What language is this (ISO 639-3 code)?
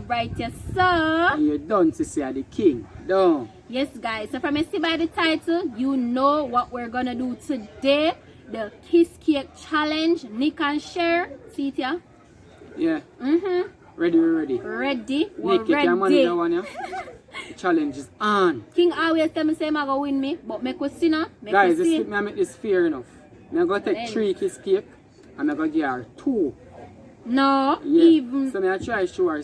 jam